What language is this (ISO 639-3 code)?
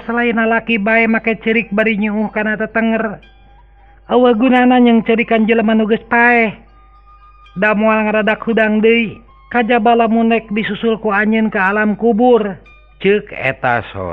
sun